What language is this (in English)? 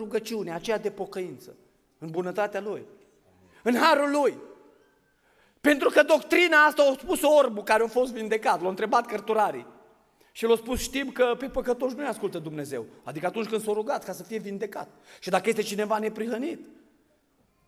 Romanian